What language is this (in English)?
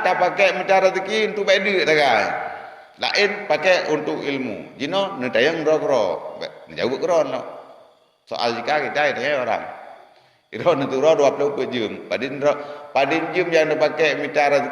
Achinese